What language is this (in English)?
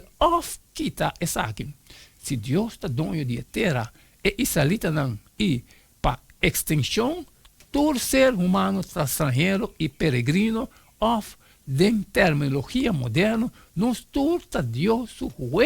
Papiamento